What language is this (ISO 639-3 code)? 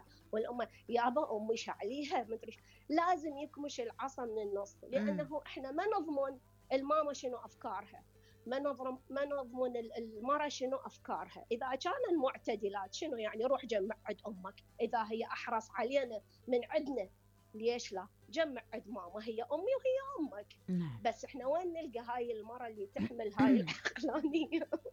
acm